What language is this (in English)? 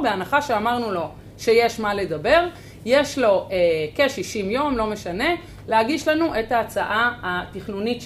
Hebrew